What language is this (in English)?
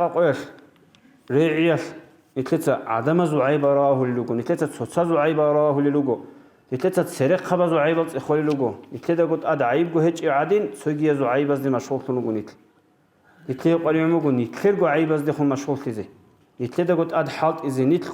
Avaric